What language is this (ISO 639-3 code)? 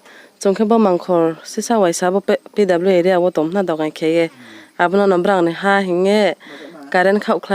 ria